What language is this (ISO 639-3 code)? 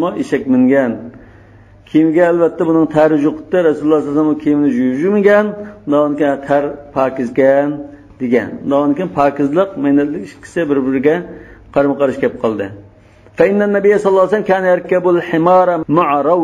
uig